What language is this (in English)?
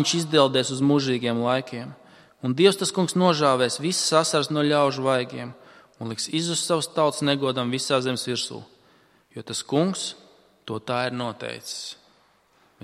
Latvian